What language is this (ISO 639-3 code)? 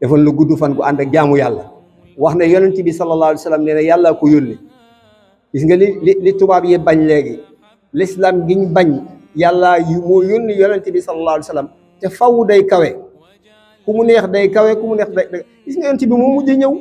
wol